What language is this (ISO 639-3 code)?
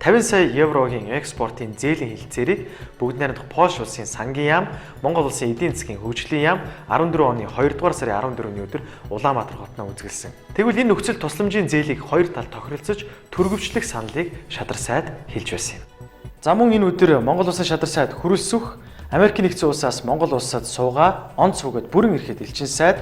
mon